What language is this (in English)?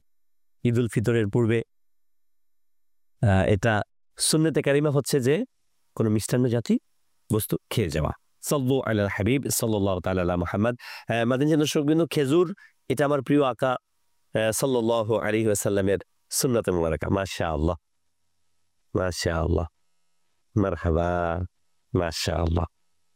Bangla